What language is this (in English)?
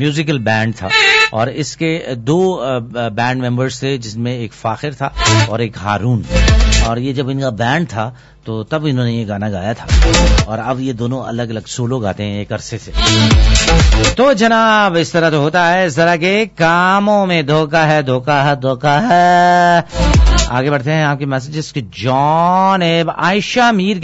Urdu